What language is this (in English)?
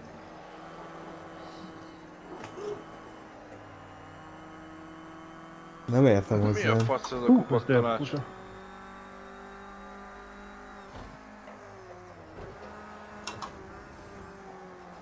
Hungarian